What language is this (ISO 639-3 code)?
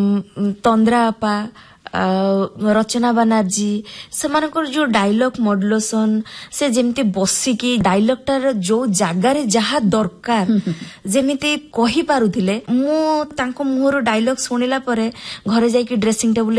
ori